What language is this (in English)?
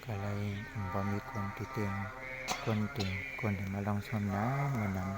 Shan